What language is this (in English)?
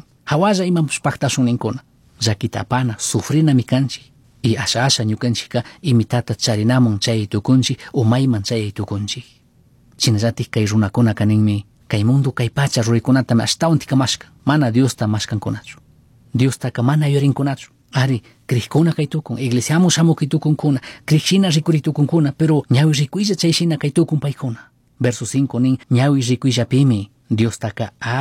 Chimborazo Highland Quichua